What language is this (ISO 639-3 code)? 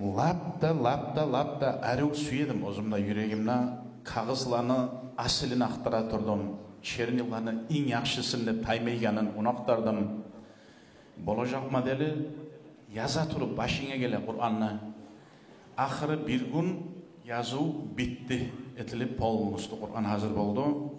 kum